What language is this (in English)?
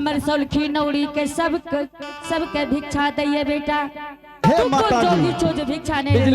Angika